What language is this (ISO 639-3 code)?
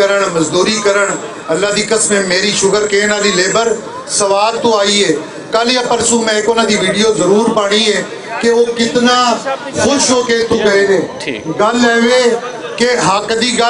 lah